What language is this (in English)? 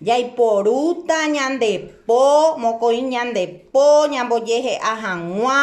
Guarani